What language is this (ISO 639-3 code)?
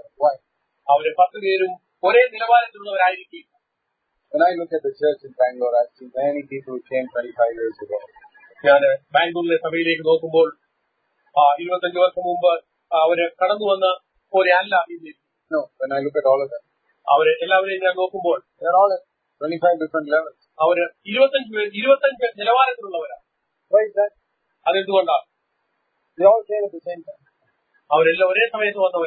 mal